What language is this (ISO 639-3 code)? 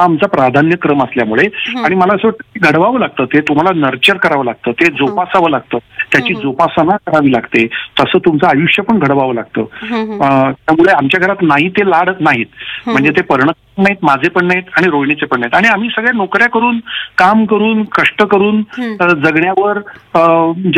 mar